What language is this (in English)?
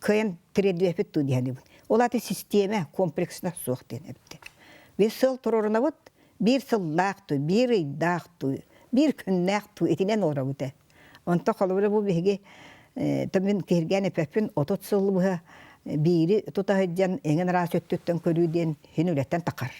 Yakut